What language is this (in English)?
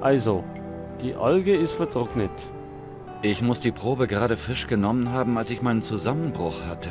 Bavarian